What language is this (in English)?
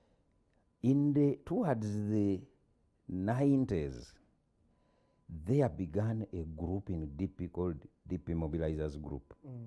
English